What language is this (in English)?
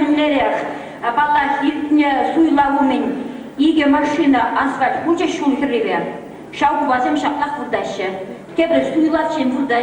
Chuvash